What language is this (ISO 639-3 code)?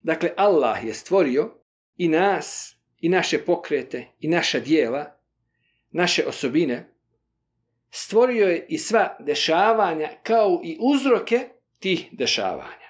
bos